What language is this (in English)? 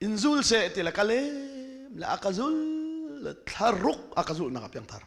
Hakha Chin